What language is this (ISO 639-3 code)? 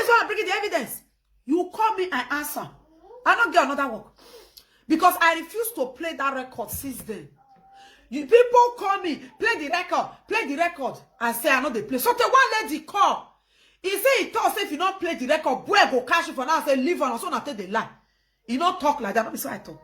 pcm